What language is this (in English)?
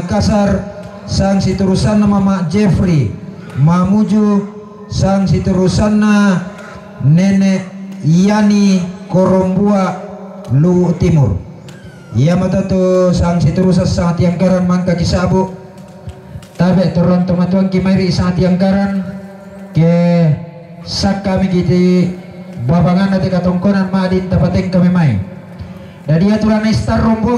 Toraja-Sa'dan